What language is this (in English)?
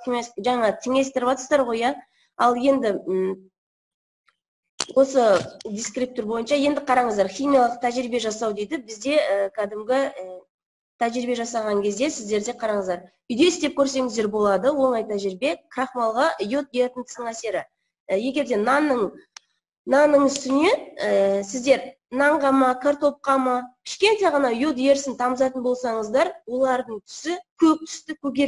Kazakh